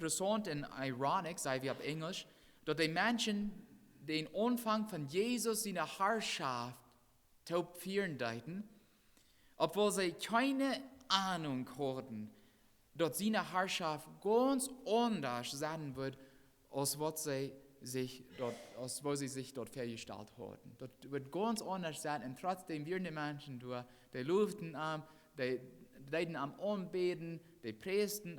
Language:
Plautdietsch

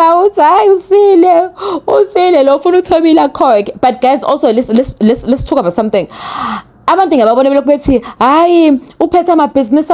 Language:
Zulu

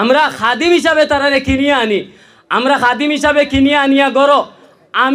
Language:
Sylheti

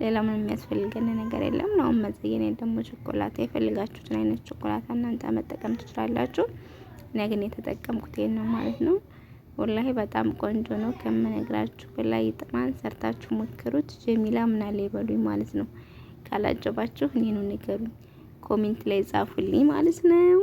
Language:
Amharic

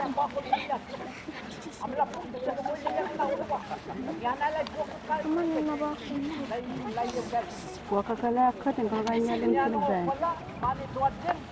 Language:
Dehu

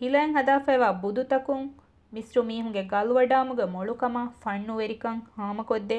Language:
Divehi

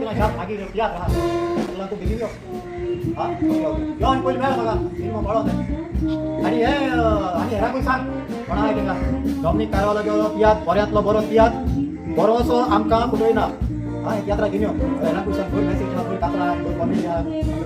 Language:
Konkani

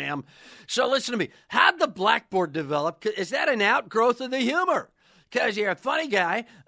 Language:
English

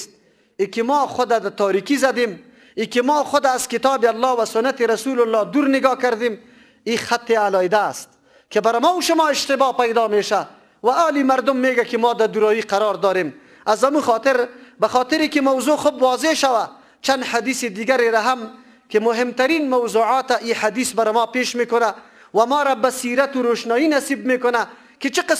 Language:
Persian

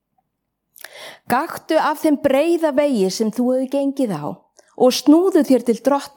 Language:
Icelandic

